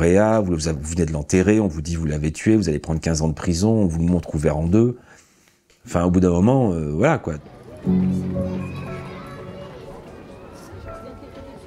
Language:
French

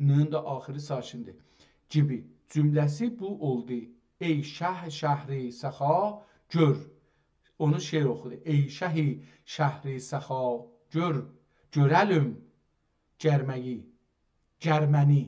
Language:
South Azerbaijani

